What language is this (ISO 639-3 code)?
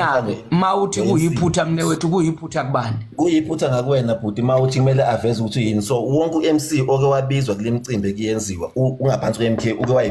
zul